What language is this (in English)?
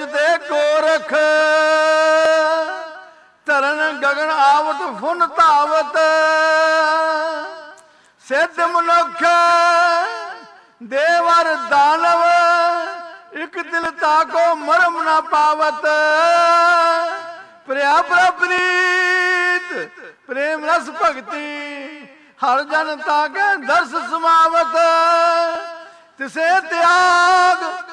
Punjabi